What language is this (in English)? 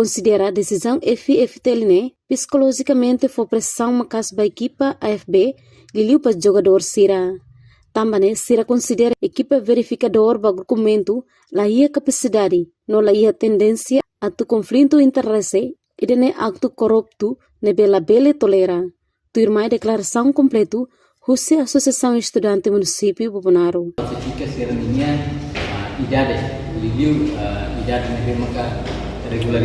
Tetum